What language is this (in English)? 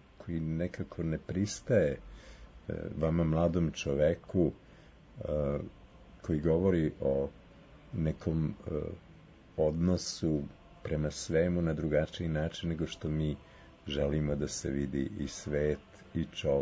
Serbian